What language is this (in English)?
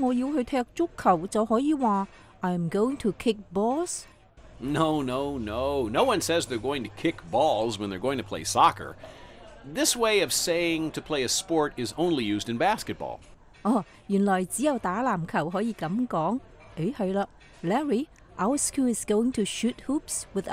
Cantonese